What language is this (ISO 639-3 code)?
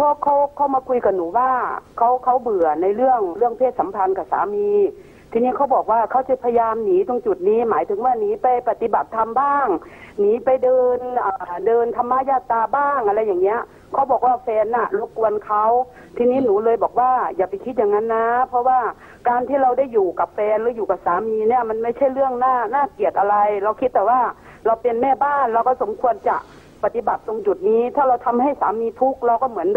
tha